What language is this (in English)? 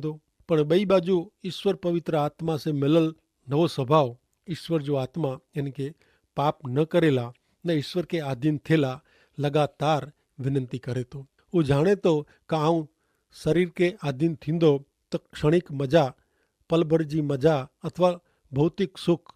Kachhi